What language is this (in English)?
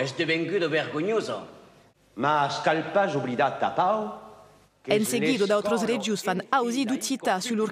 Occitan